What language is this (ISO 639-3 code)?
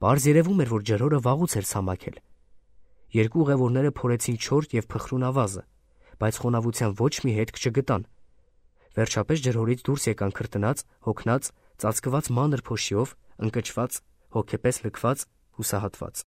hye